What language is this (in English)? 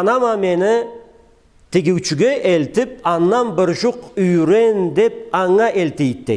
Karachay-Balkar